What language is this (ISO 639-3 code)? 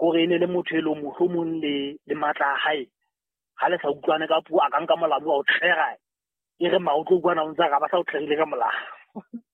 sot